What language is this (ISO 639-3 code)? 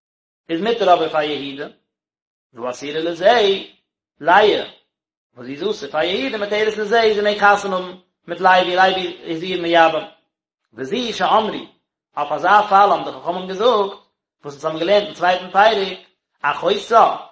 yid